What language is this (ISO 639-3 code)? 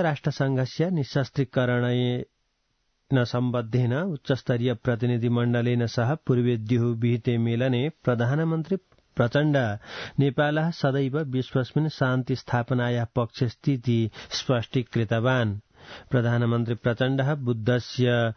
san